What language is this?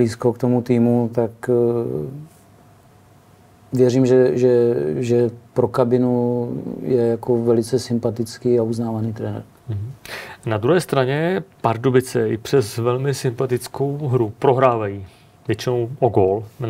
Czech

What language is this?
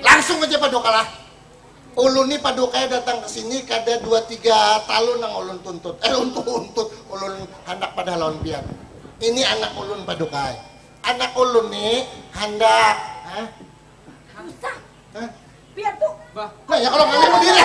Banjar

